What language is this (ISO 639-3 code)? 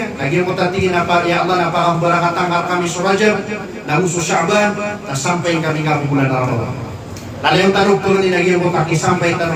mrw